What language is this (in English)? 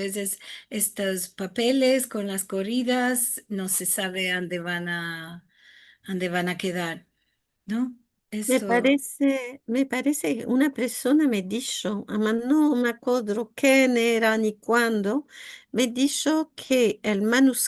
Ladino